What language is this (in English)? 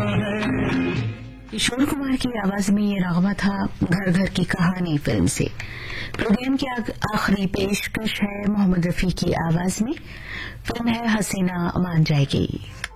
Urdu